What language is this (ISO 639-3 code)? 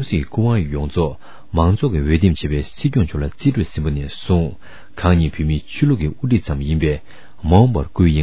bod